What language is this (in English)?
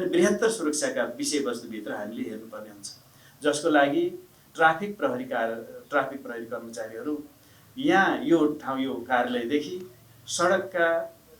Nepali